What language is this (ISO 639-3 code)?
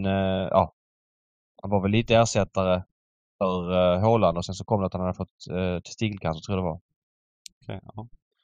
swe